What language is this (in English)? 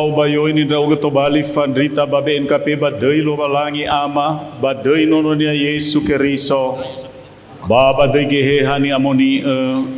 Nias